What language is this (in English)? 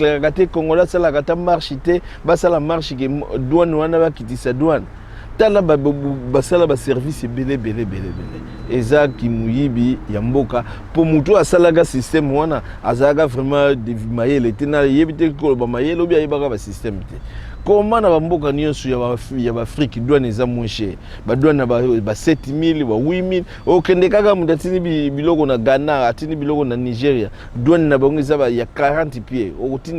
Lingala